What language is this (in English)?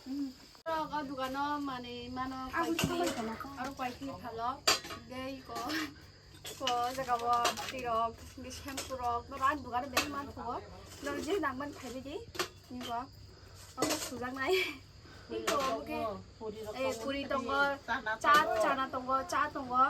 Kok Borok